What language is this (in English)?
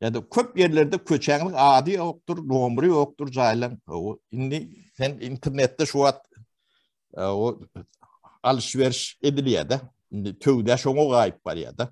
Turkmen